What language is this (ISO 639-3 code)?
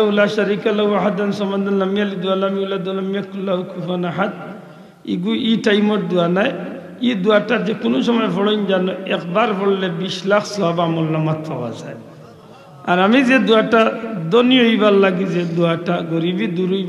syl